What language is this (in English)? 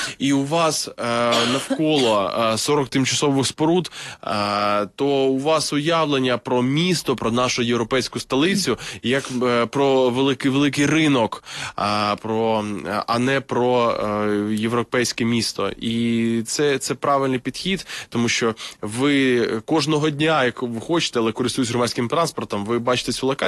Ukrainian